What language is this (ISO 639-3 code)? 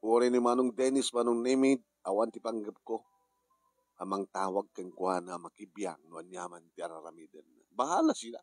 ilo